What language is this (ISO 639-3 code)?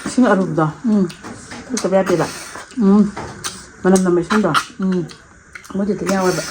mni